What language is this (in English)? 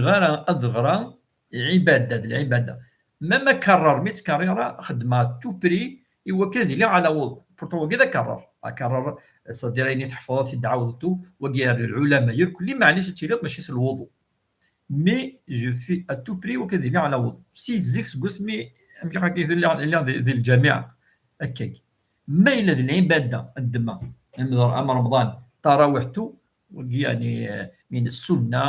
Kabyle